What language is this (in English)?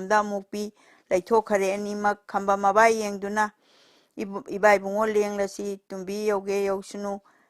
Manipuri